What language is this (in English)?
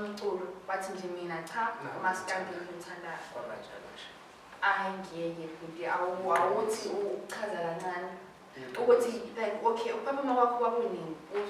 Zulu